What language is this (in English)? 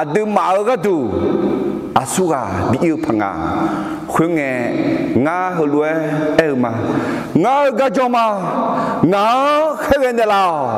Akha